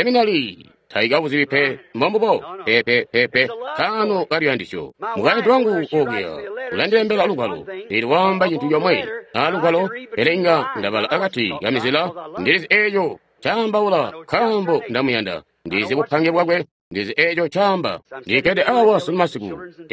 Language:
Tonga (Zambia)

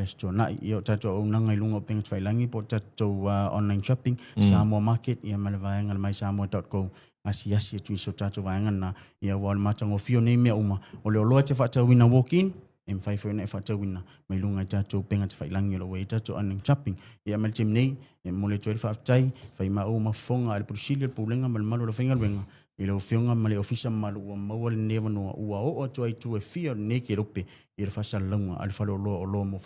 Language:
Samoan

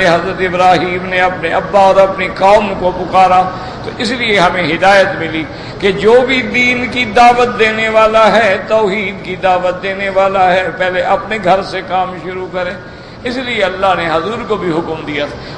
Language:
Urdu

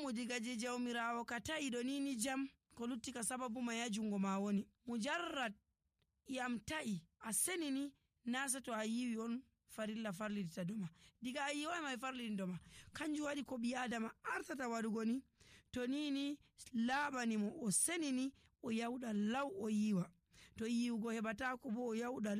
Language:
Nigerian Fulfulde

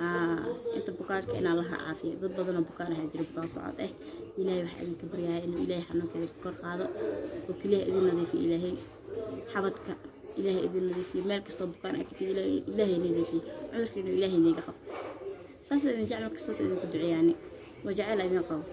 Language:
Somali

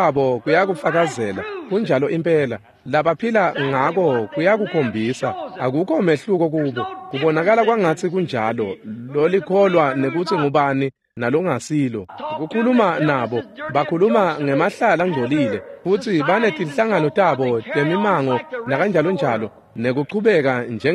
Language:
Swati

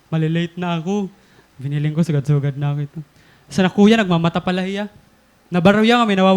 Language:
Waray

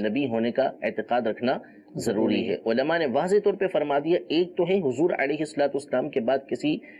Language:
Urdu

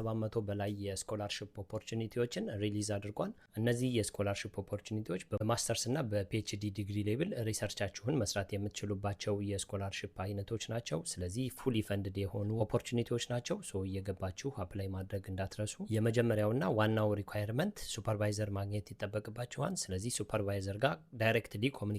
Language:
Amharic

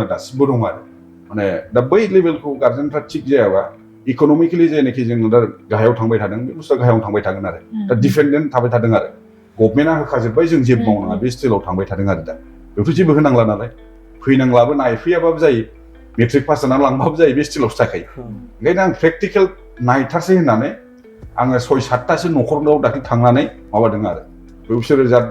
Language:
Bodo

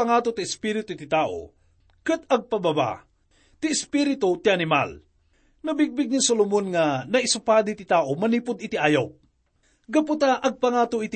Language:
Iloko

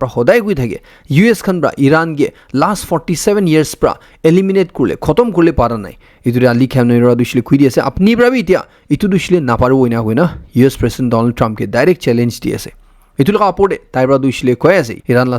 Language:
Naga Pidgin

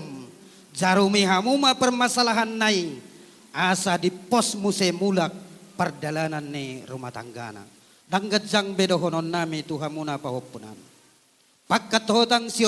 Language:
Batak Toba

